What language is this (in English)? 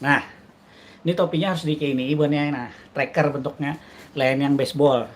Banjar